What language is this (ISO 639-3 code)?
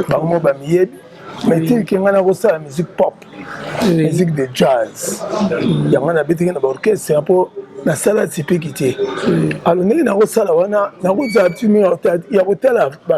lin